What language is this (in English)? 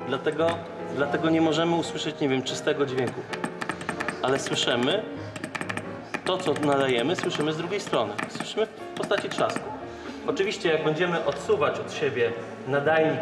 Polish